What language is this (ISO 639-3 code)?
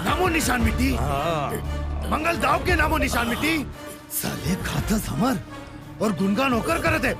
hne